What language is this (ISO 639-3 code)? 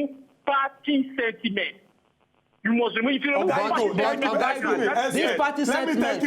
pcm